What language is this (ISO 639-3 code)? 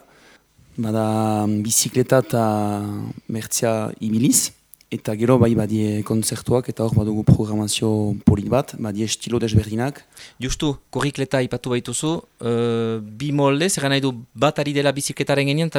eus